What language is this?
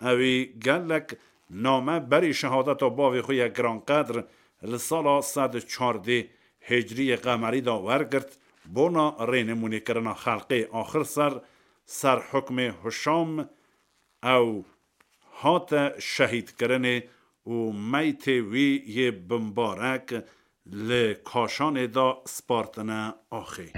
Kurdish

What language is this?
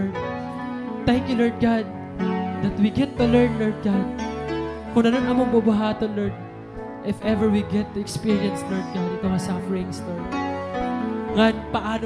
Waray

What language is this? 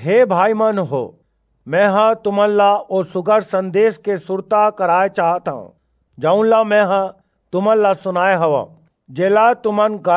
Chhattisgarhi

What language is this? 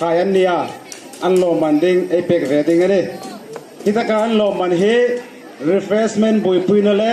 Hmar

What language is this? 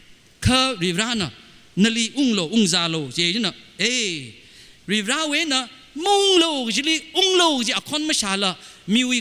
Tangkhul Naga (India)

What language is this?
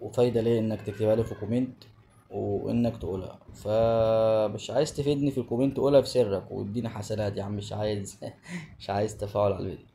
Egyptian Arabic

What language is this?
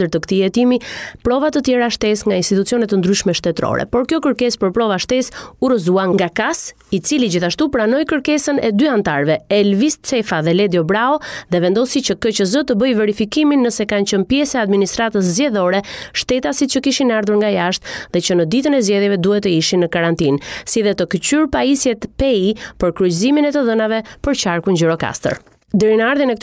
Albanian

